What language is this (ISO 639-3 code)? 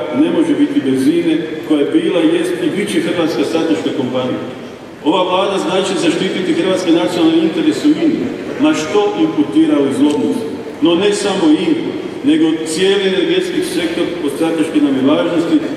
hrv